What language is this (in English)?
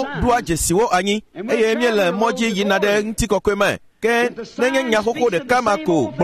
Ewe